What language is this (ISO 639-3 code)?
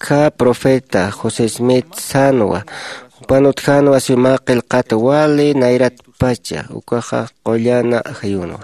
aym